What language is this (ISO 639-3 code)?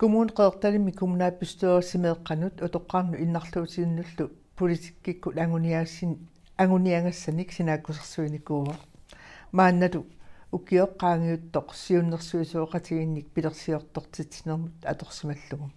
kal